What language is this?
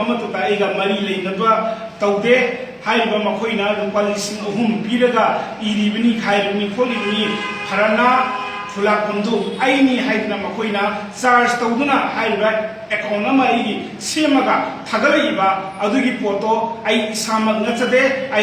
Manipuri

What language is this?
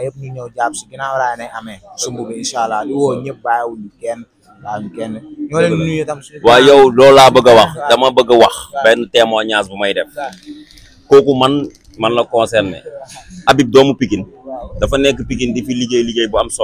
Wolof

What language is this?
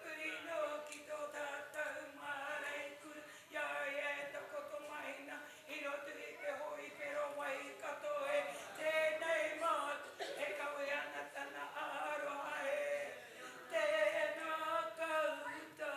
Māori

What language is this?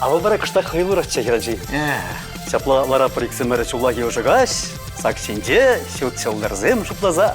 Chuvash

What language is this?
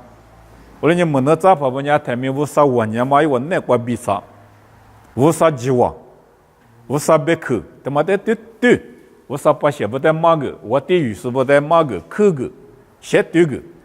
Lisu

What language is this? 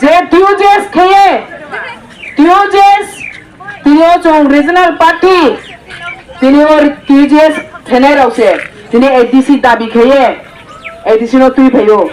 Riang (India)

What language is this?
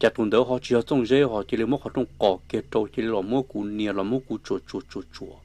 Hmong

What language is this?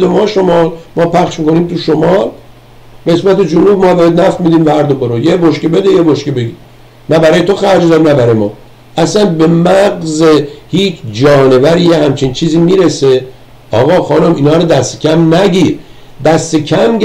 Persian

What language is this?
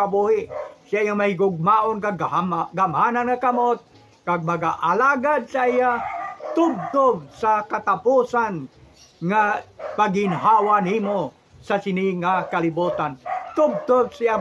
Hiligaynon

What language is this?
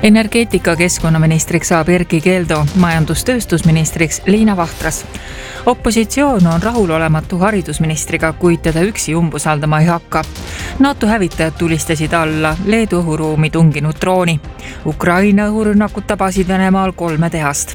Estonian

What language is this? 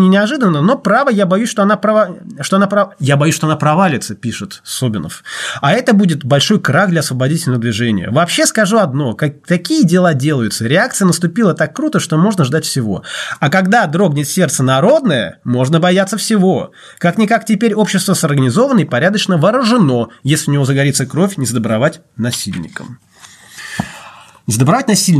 Russian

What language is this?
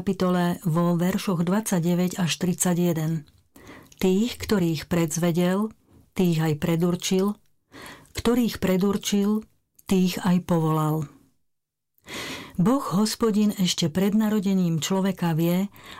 Slovak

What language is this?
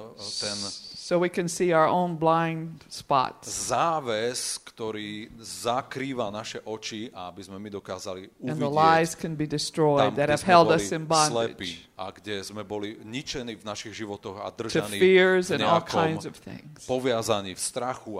Slovak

